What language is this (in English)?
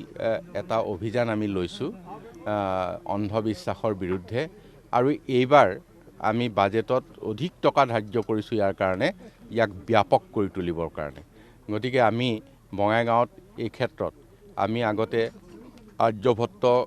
Assamese